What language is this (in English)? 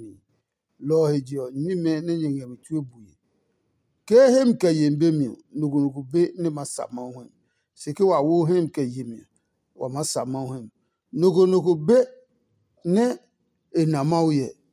Adangme